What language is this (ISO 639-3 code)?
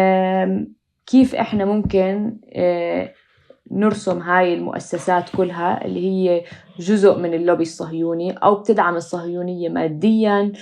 apc